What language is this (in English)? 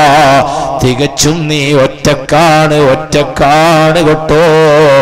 Malayalam